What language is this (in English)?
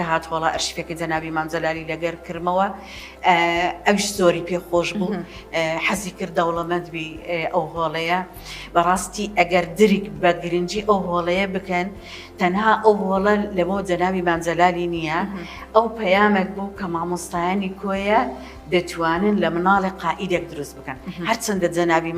Central Kurdish